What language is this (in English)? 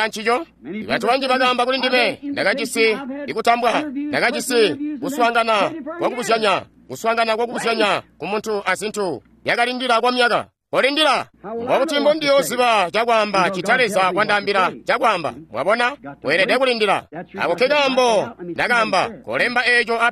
Tonga (Zambia)